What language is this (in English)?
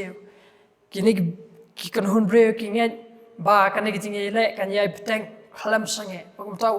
Khasi